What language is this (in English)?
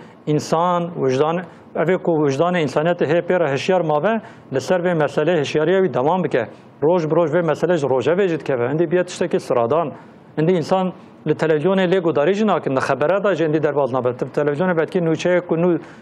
Kurdish